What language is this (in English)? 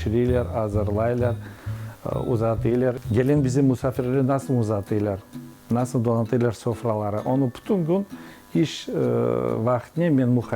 Crimean Tatar